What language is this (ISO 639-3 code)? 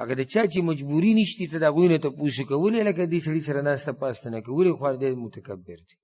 pus